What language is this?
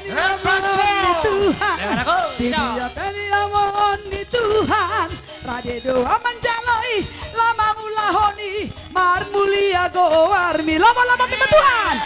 Batak Toba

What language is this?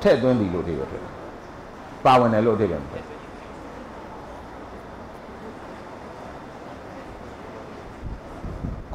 Burmese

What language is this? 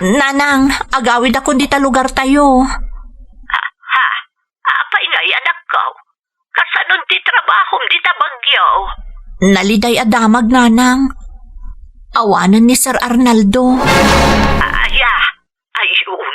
Iloko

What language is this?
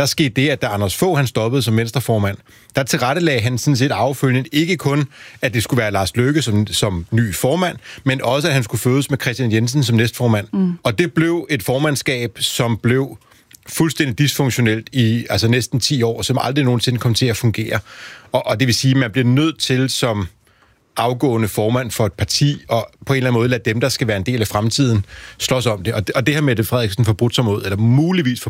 Danish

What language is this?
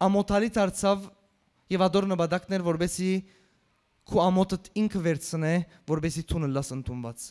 Western Armenian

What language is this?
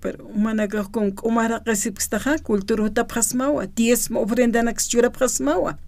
Aymara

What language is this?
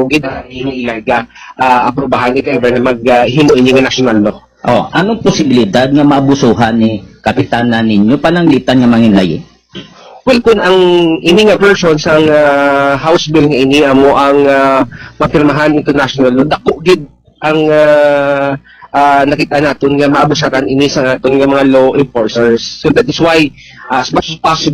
Hiligaynon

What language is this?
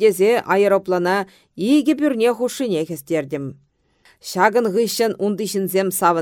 Chuvash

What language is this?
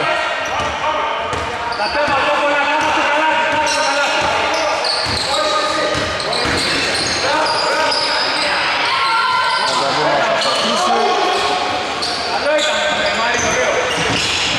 Greek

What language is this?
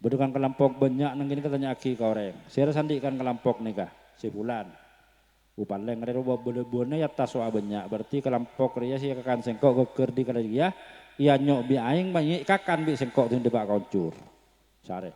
Madurese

